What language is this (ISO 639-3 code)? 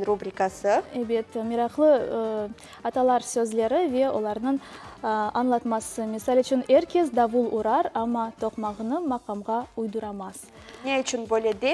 crh